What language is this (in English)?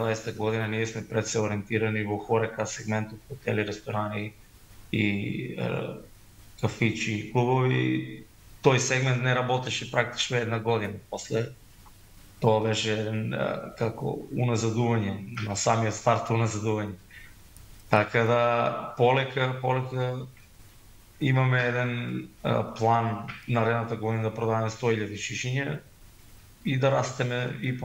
Macedonian